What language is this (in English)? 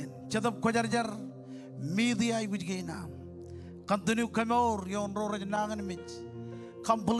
Marshallese